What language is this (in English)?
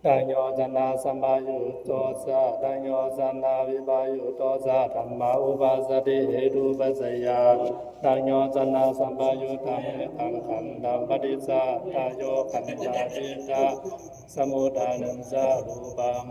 Pali